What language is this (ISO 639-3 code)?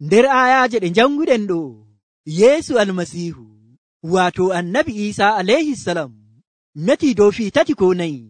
fuv